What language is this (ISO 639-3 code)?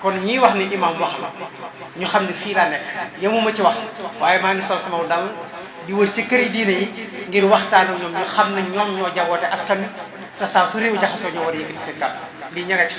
wol